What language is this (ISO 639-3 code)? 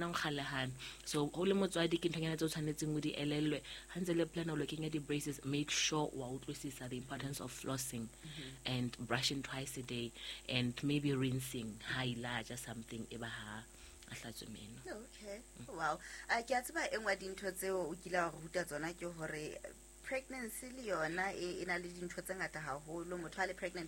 sot